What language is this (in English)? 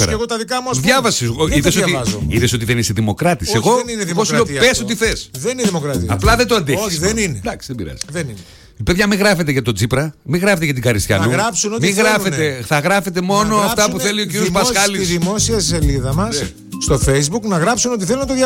Greek